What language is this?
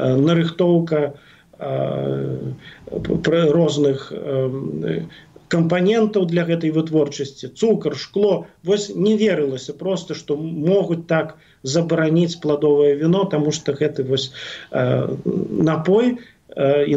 Belarusian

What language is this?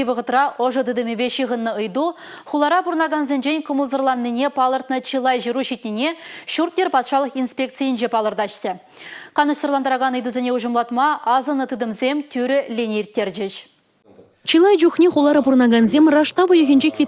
Chuvash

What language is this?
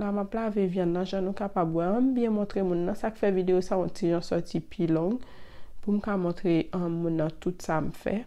Haitian Creole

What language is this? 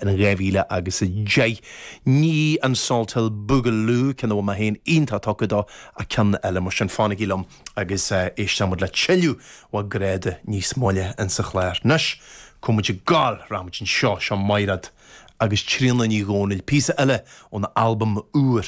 Irish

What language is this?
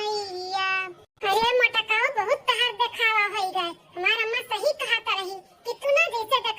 Awadhi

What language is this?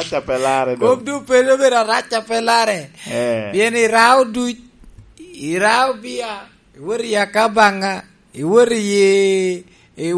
Lango (Uganda)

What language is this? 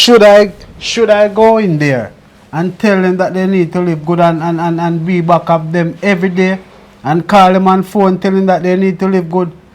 Jamaican Creole English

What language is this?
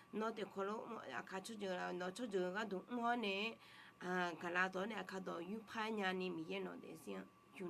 Akha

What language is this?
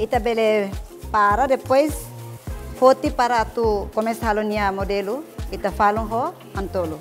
Tetum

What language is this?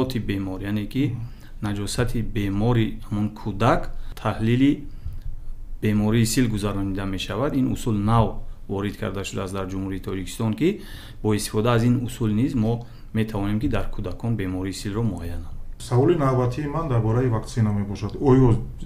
Tajik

